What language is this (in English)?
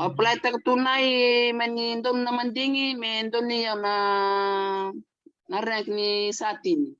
Fijian